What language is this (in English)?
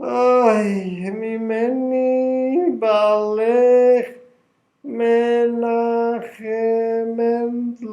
Yiddish